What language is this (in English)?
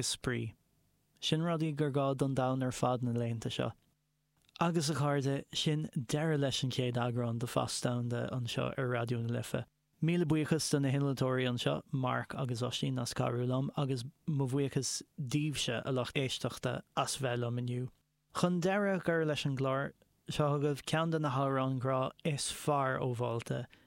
Irish